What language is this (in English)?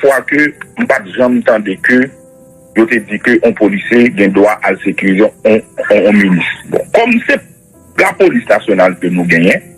Haitian Creole